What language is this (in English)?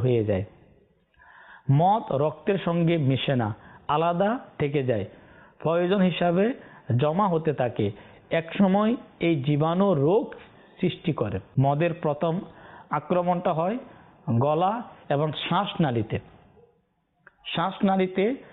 Bangla